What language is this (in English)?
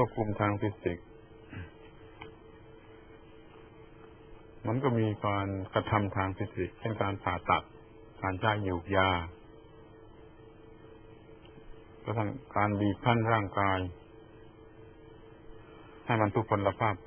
Thai